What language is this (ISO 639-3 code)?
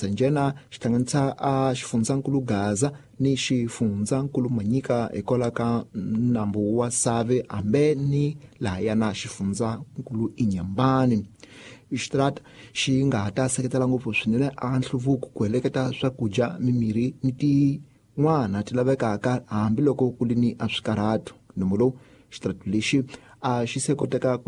tso